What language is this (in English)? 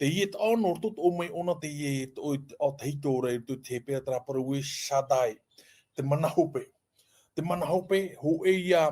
Tahitian